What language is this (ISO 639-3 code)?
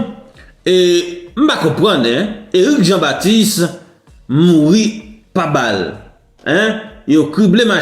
hat